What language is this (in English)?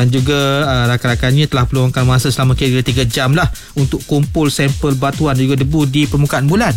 Malay